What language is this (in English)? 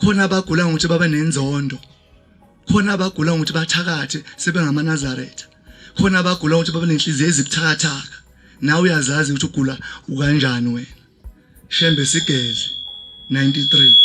Zulu